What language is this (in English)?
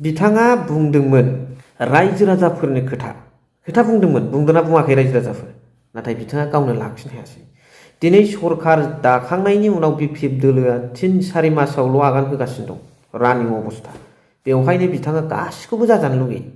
Bodo